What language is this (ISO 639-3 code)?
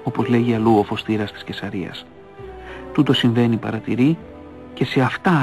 ell